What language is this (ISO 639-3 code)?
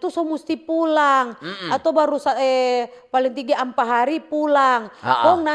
xmm